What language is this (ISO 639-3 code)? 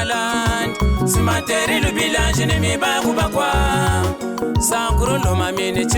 lua